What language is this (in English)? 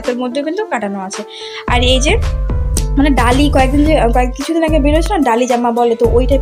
Bangla